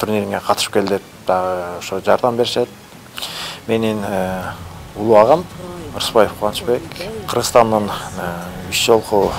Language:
Kyrgyz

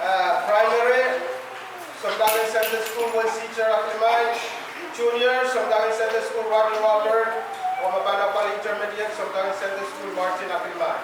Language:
Pohnpeian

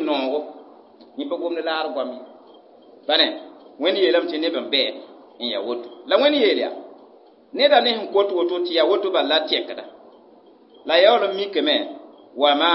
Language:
Mossi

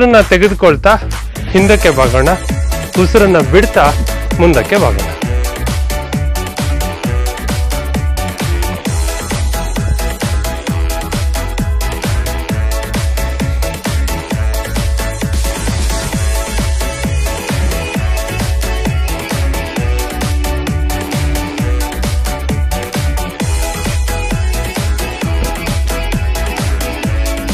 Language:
Kannada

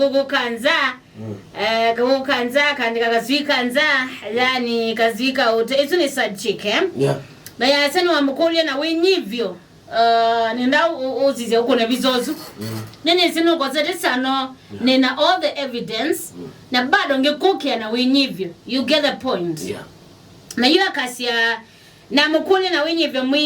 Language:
Kamba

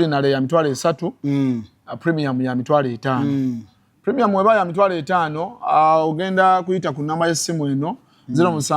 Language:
Ganda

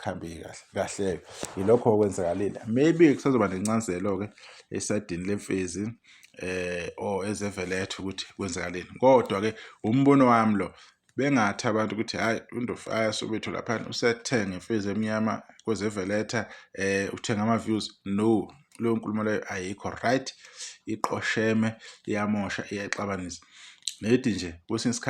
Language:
Zulu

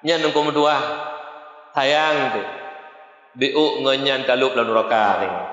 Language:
Achinese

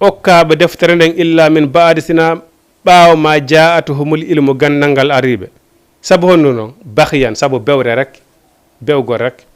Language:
Fula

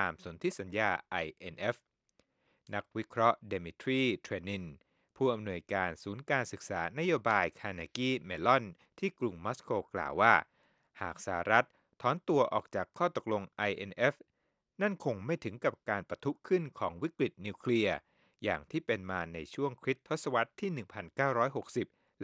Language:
Thai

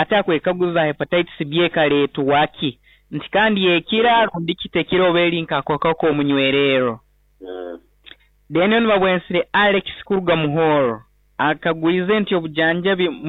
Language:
Nyoro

